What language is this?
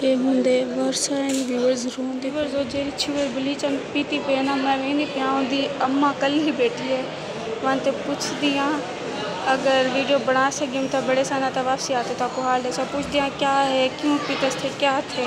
Saraiki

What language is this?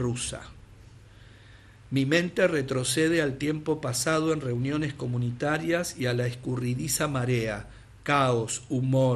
Spanish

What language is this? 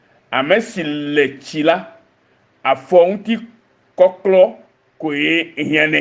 Ewe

